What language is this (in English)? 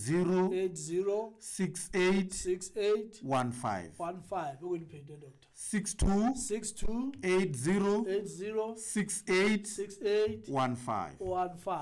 Southern Sotho